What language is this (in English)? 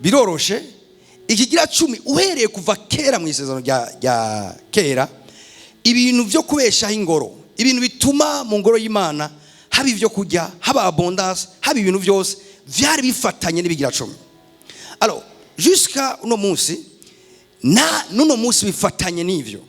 Rundi